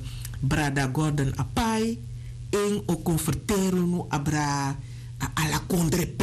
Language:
Sranan Tongo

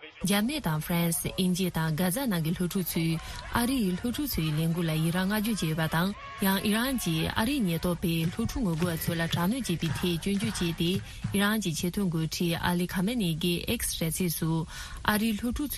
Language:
Tibetan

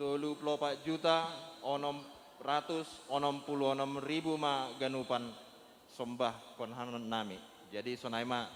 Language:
Batak Simalungun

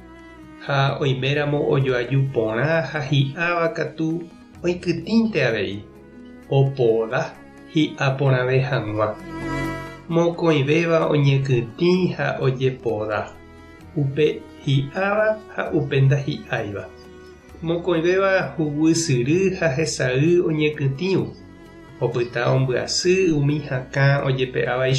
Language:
Guarani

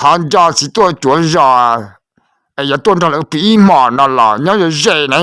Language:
Hmong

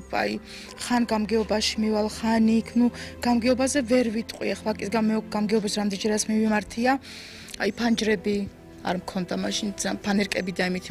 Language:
Georgian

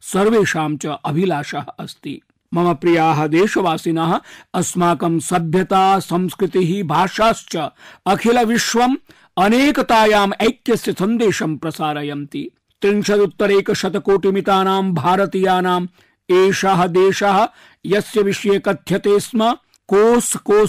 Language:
Sanskrit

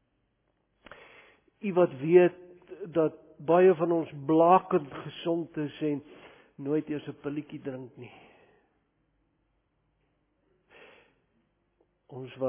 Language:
Afrikaans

